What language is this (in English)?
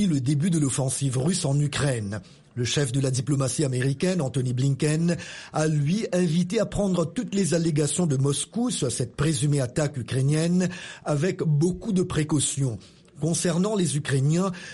French